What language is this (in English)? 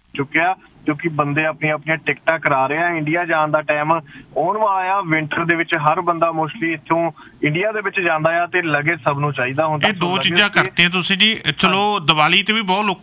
Punjabi